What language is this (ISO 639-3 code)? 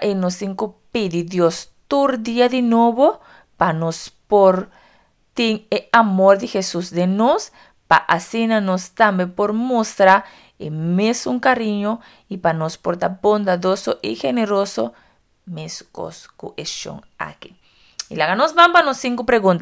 pap